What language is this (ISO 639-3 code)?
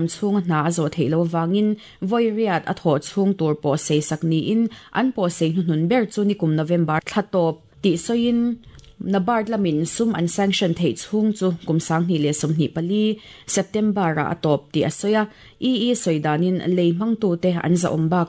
lus